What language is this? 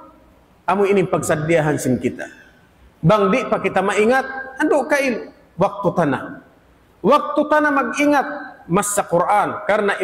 Tausug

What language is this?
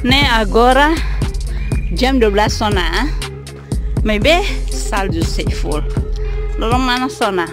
Tetum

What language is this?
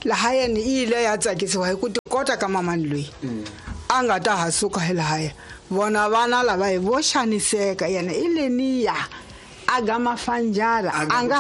Tsonga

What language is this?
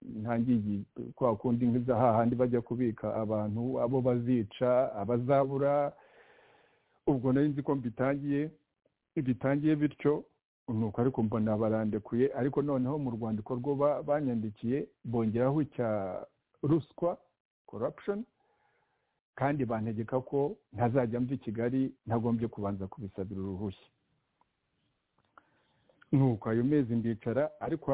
Kinyarwanda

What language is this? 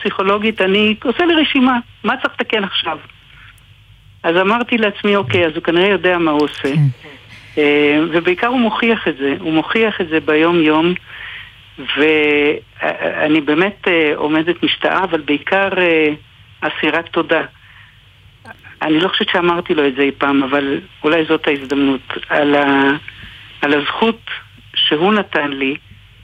Hebrew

